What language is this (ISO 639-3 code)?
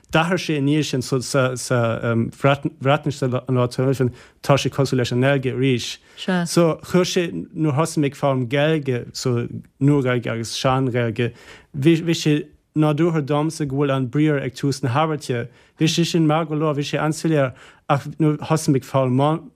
gle